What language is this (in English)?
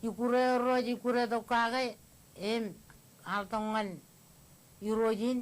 Marshallese